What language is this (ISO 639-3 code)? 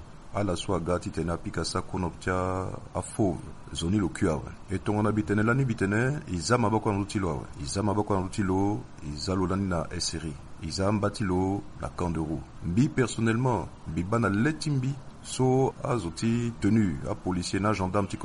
sag